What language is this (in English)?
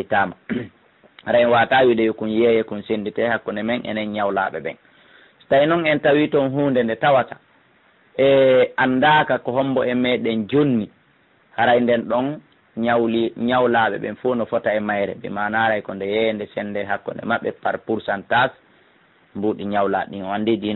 Fula